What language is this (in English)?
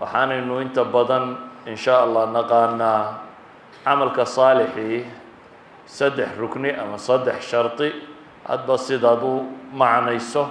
Somali